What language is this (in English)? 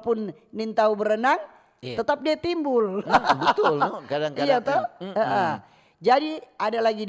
Manado Malay